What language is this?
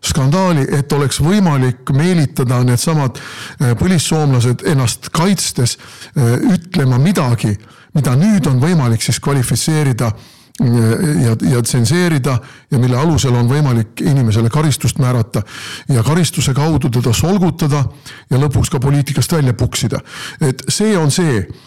Estonian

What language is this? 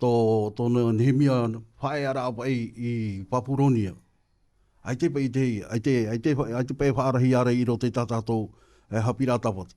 Tahitian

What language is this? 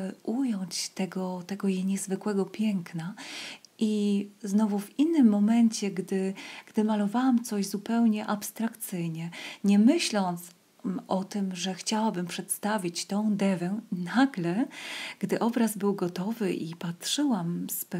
Polish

